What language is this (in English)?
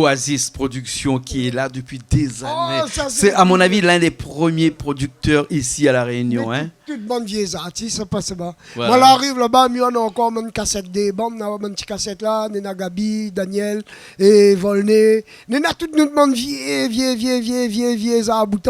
Réunion Creole French